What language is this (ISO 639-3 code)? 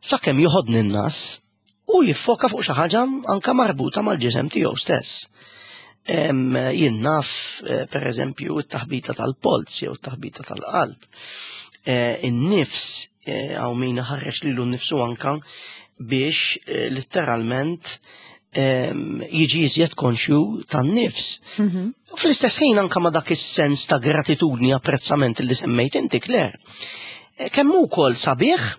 mlt